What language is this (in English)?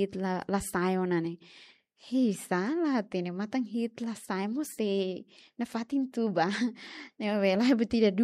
Tetum